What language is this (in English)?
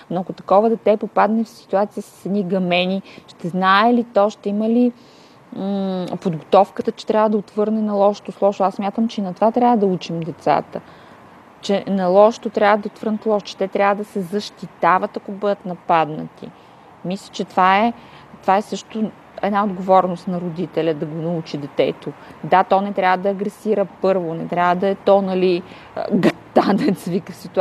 Bulgarian